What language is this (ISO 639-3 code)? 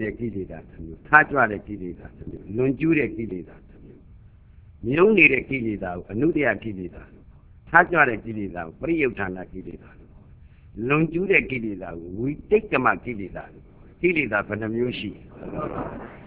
mya